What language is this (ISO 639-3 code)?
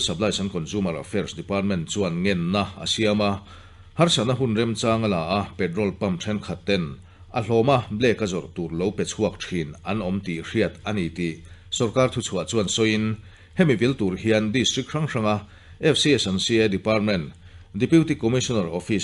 lus